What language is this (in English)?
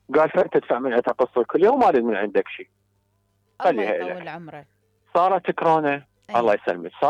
Mesopotamian Arabic